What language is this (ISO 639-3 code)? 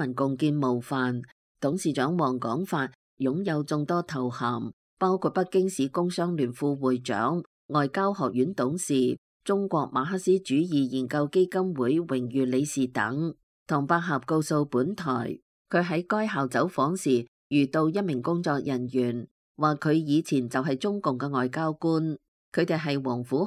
yue